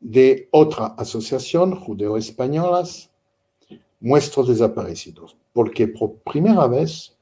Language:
Ladino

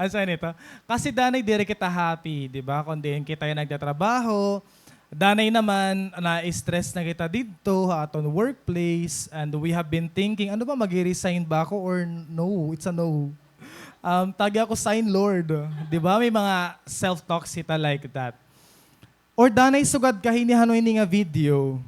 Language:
Waray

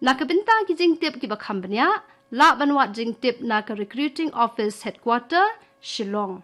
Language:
Khasi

